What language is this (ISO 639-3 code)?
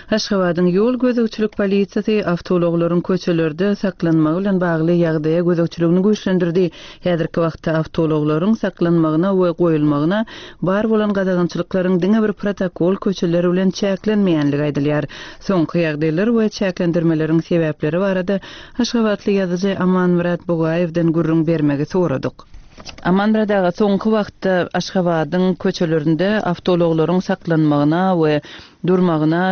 tuk